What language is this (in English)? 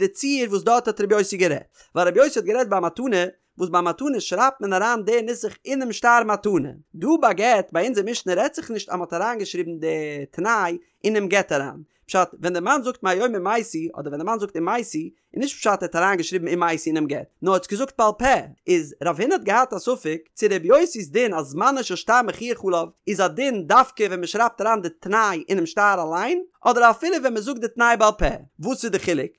Yiddish